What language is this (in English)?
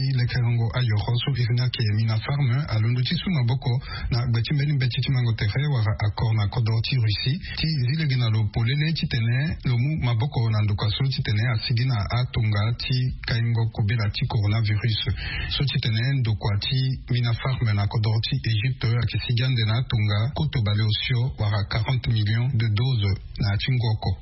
Sango